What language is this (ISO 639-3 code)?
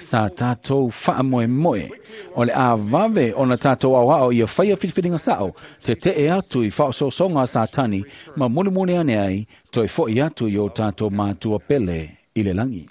smo